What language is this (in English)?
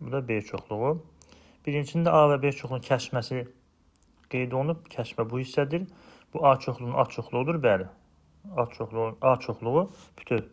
Azerbaijani